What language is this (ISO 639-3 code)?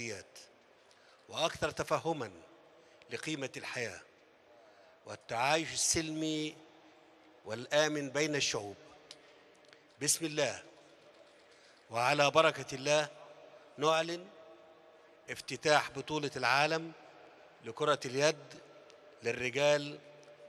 arz